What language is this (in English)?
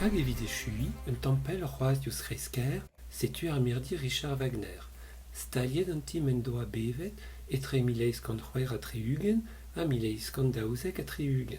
Breton